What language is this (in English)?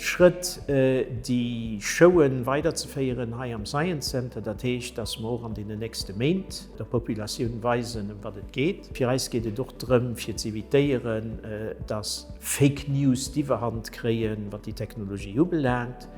Luxembourgish